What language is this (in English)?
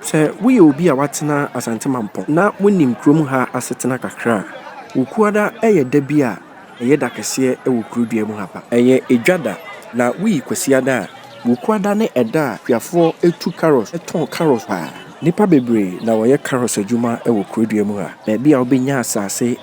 Akan